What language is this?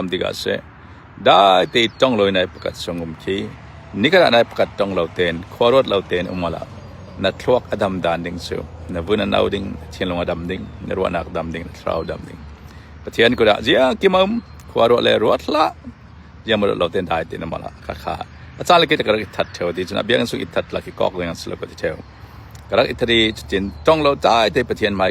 Falam Chin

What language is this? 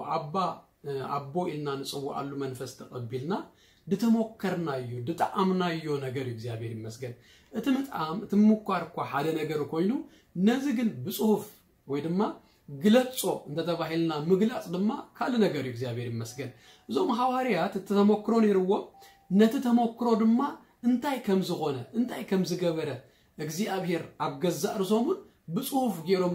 Tigrinya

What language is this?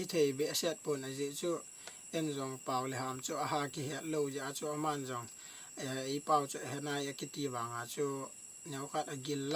Thado Chin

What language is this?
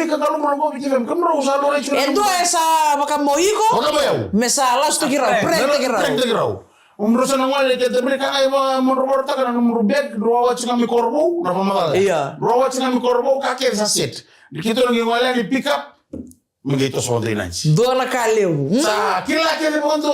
Fijian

